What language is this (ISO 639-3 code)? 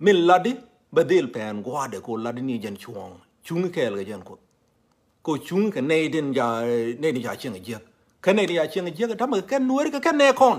nus